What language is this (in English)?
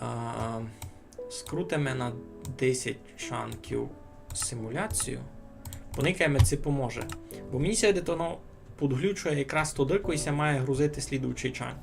Rusyn